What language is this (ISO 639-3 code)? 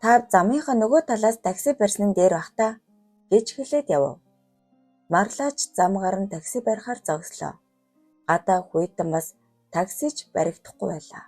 mon